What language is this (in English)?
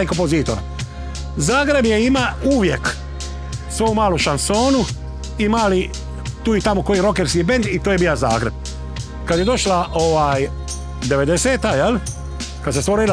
Croatian